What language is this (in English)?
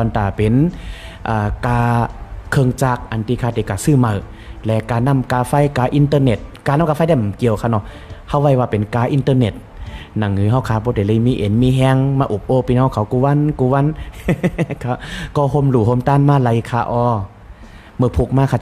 Shan